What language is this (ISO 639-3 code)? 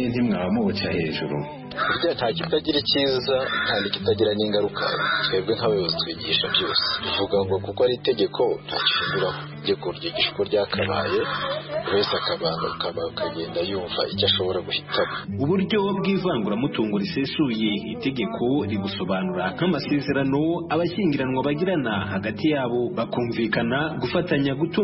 kin